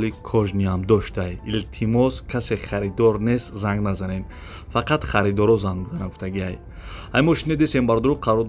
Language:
Tajik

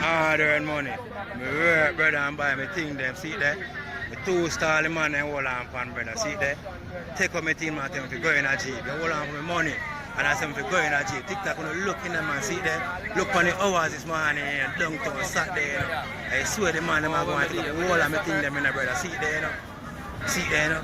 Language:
Jamaican Creole English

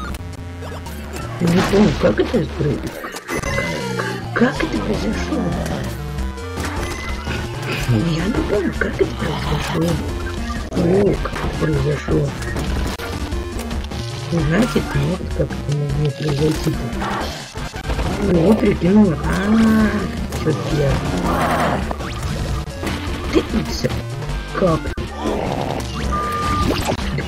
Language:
Russian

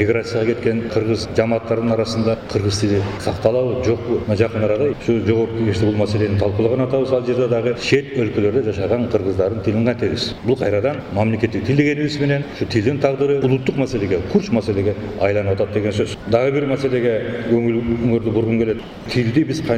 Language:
Kyrgyz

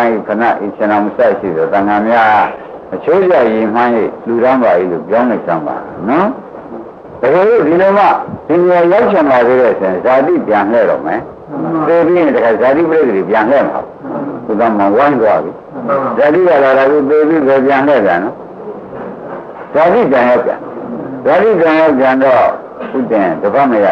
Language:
Burmese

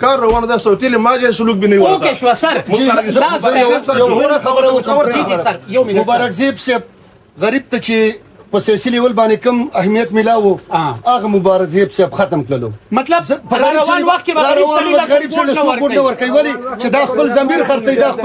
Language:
Pashto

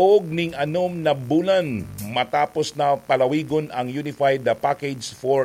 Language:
Bikol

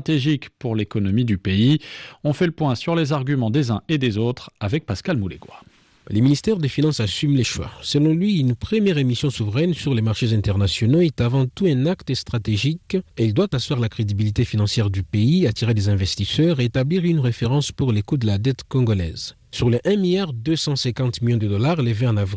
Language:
French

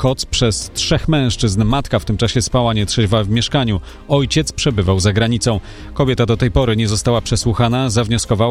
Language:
Polish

